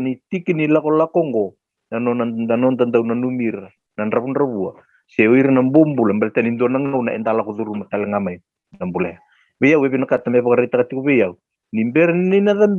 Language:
Fijian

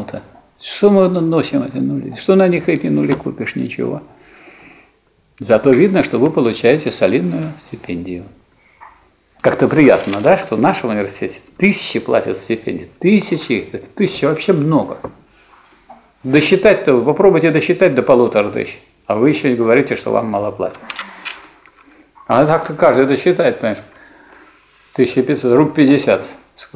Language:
Russian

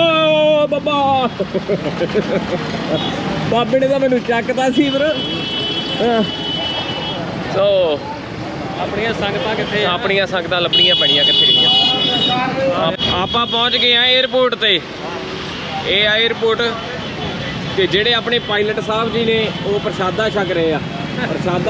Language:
Punjabi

